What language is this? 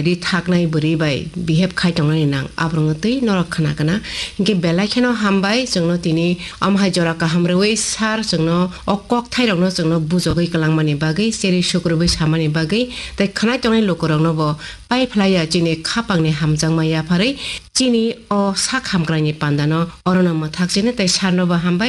Kok Borok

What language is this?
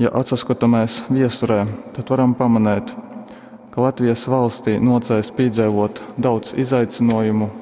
Latgalian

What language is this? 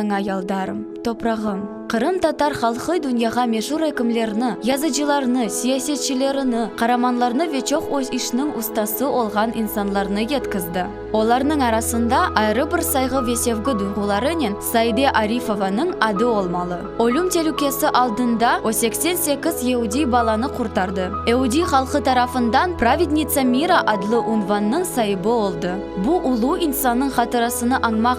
Crimean Tatar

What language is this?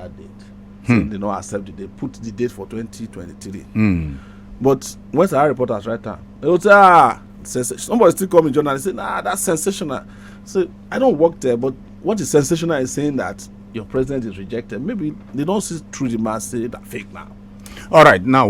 Nigerian Pidgin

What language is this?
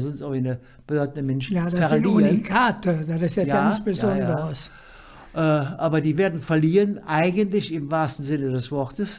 Colognian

